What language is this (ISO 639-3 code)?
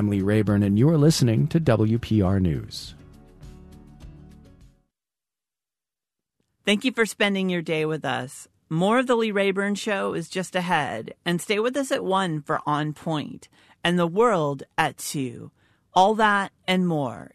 eng